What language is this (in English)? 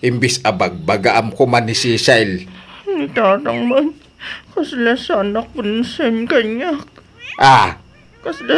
Iloko